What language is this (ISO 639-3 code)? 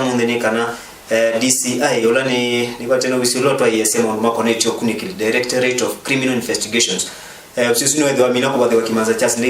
kam